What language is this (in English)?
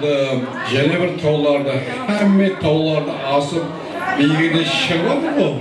Kara-Kalpak